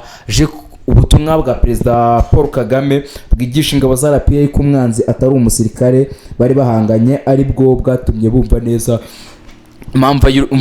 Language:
Kinyarwanda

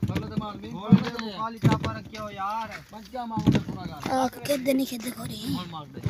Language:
Saraiki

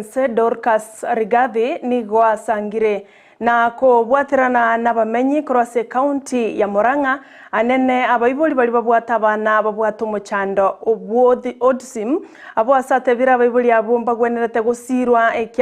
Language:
Gusii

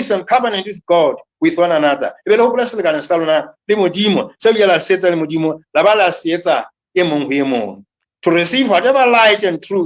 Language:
Southern Sotho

